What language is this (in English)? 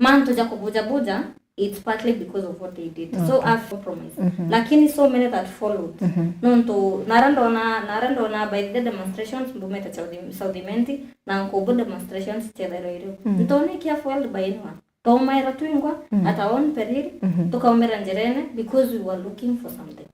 Meru